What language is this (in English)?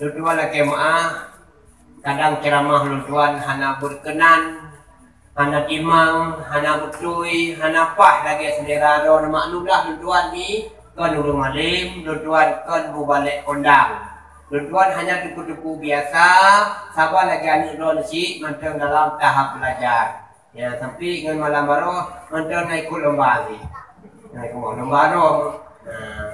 Achinese